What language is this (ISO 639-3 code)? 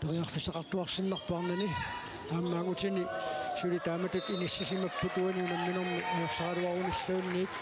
kal